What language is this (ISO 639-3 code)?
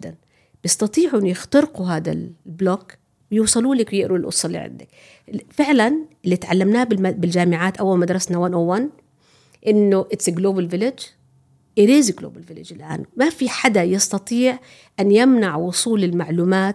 apc